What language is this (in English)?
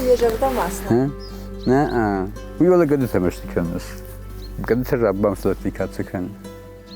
Ossetic